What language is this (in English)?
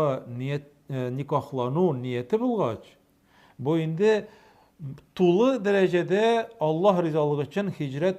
Tatar